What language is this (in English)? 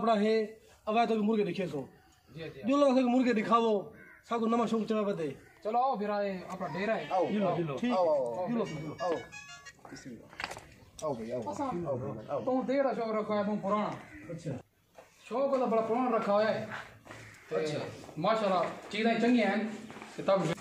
Saraiki